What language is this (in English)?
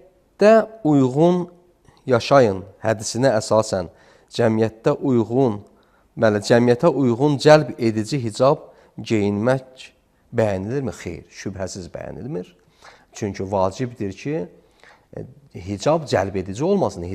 Azerbaijani